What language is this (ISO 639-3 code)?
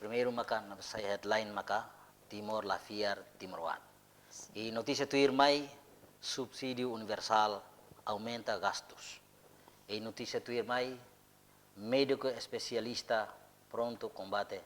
tet